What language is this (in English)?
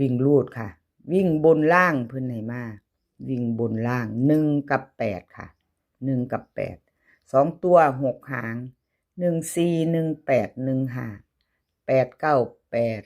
Northeastern Thai